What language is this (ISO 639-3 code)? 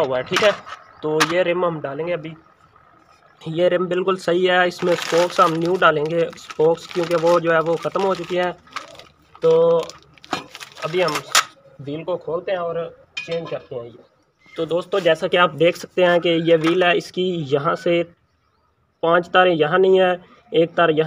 hin